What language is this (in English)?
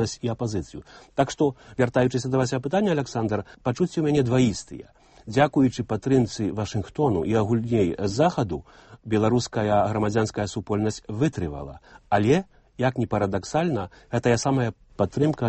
Belarusian